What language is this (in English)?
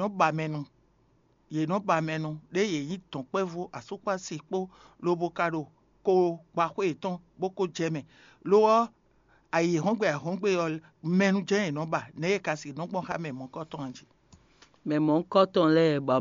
Fon